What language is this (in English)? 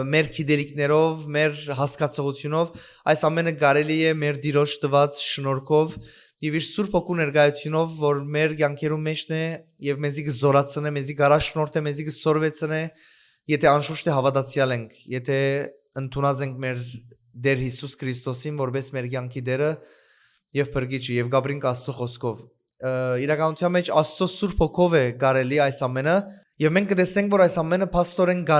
Western Armenian